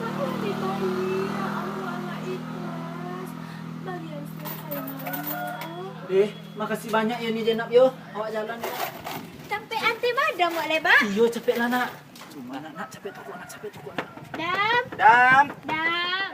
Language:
Minangkabau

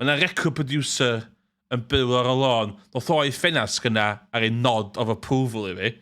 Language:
Welsh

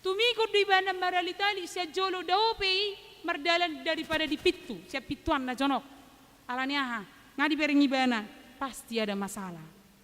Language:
Batak Toba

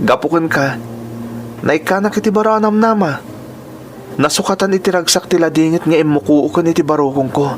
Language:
Iloko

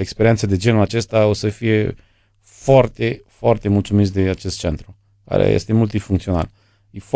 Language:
Romanian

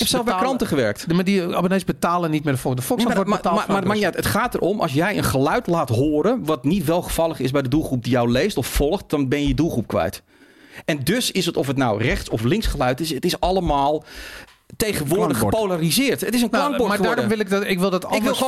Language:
Dutch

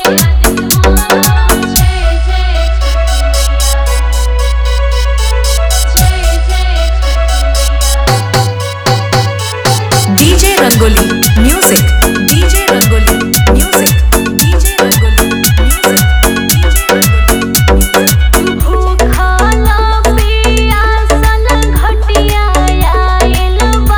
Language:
Bhojpuri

